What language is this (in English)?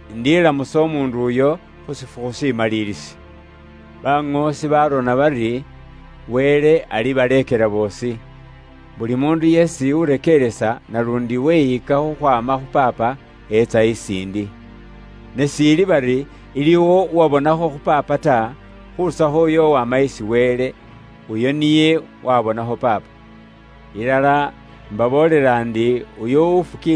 Luyia